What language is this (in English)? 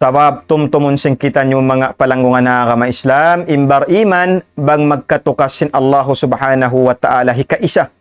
Tausug